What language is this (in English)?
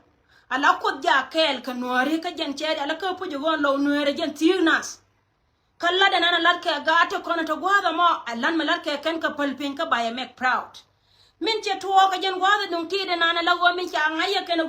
Nuer